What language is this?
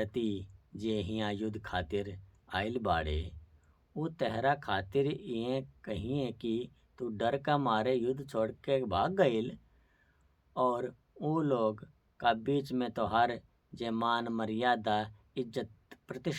Bhojpuri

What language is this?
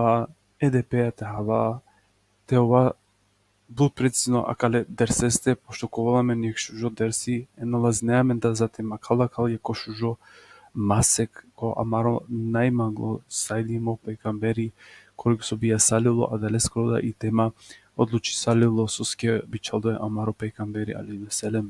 Balkan Romani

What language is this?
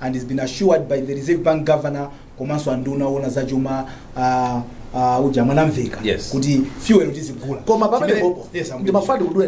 Nyanja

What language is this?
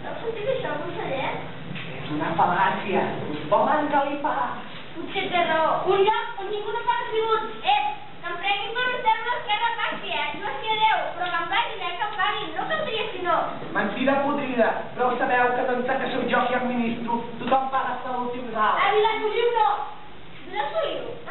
Catalan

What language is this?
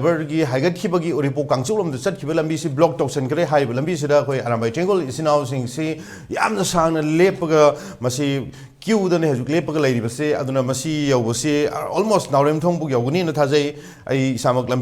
Manipuri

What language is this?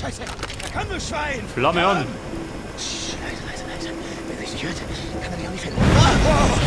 Bavarian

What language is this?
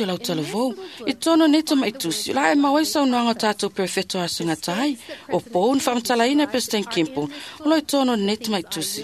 Samoan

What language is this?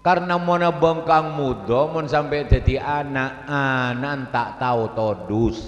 Madurese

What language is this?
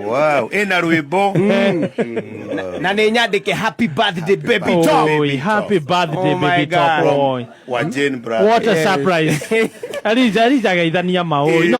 Kikuyu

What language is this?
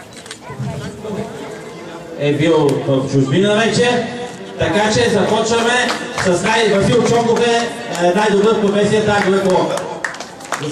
Bulgarian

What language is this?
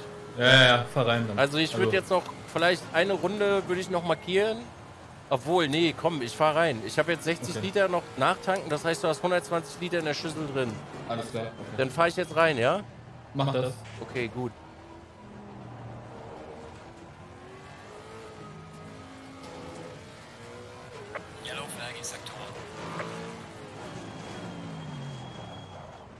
German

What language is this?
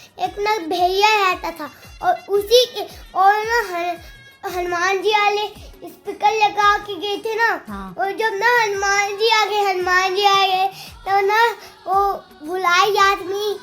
Chhattisgarhi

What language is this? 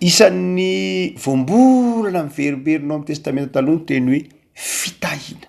Malagasy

